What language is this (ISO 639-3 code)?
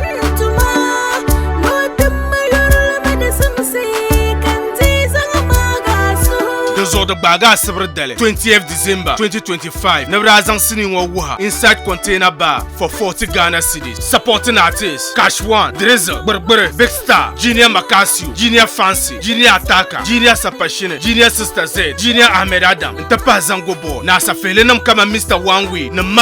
dag